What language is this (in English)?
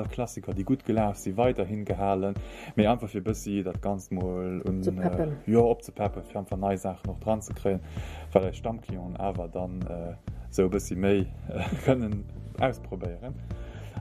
Luxembourgish